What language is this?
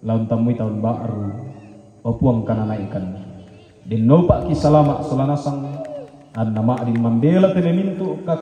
Toraja-Sa'dan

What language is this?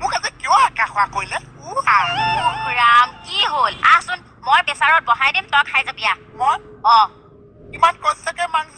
Assamese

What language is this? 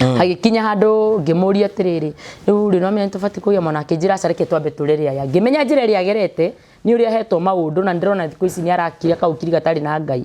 Kikuyu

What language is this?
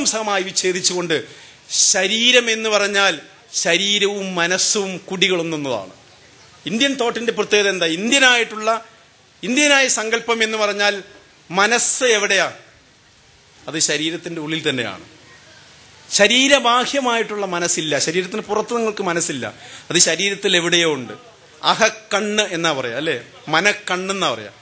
Malayalam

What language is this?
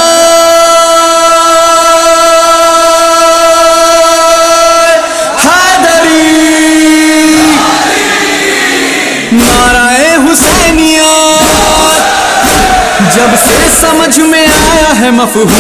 Urdu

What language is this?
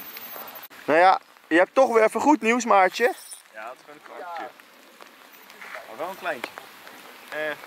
Dutch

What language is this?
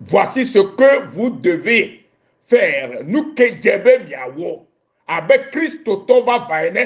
Ewe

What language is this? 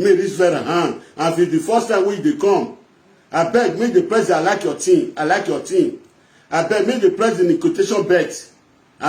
Nigerian Pidgin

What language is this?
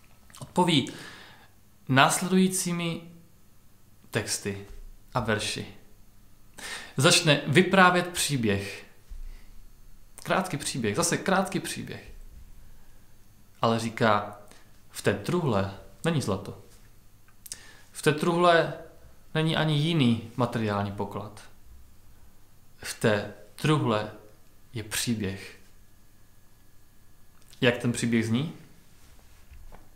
Czech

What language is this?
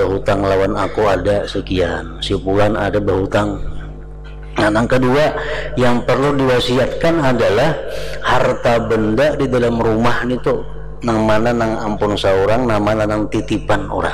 Banjar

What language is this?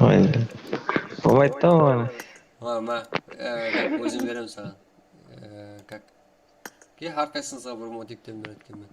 Kara-Kalpak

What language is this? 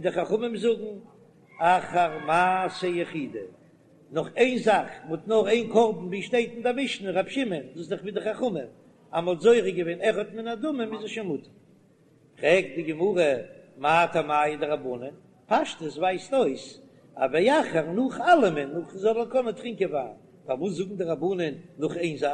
Yiddish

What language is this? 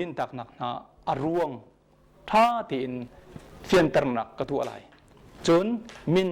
Hakha Chin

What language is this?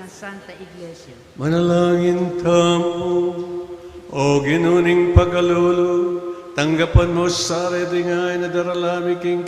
Pampanga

